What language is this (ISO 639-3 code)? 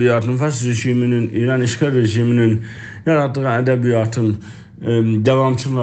azb